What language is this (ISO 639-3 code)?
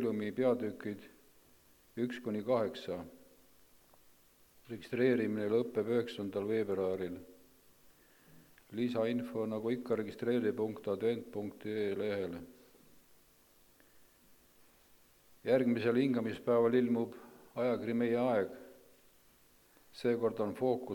est